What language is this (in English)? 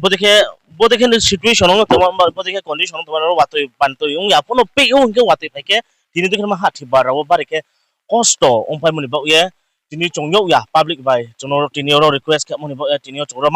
Riang (India)